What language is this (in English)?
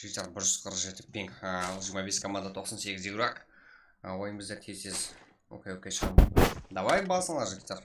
Kara-Kalpak